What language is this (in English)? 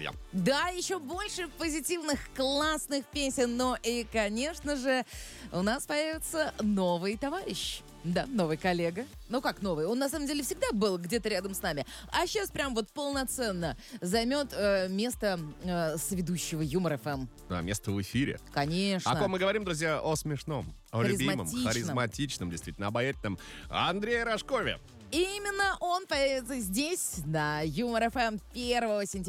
Russian